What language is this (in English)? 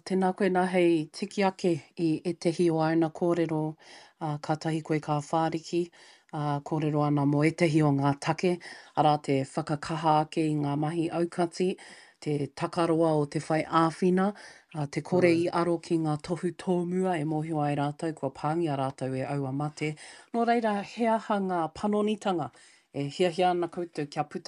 Māori